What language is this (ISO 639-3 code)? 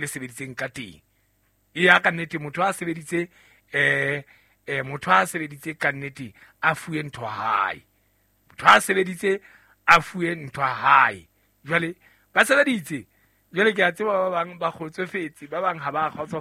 sot